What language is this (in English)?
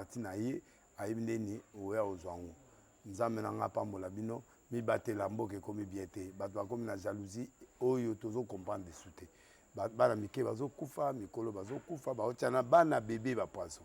Lingala